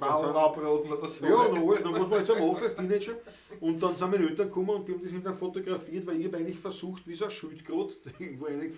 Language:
Bavarian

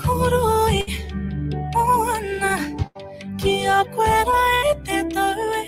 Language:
Māori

